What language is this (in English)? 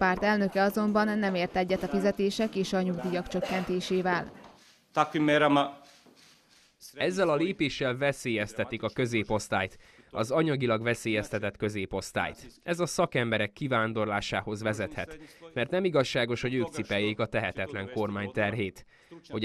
Hungarian